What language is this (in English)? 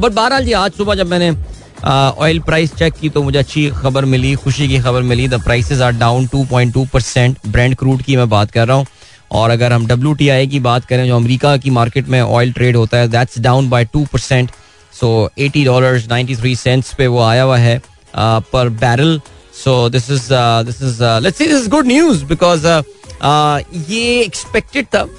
Hindi